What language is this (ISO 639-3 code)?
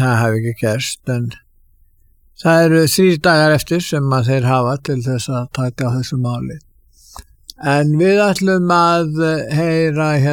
isl